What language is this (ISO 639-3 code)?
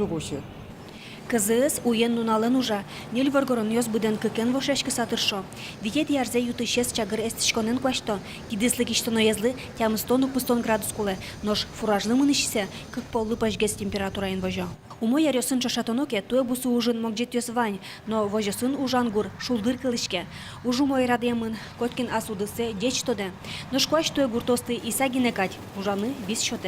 udm